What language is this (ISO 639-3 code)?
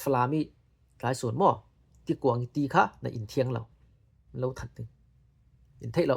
cfm